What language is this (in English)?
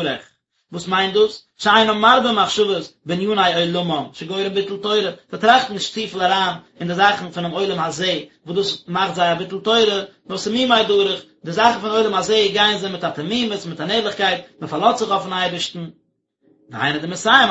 Yiddish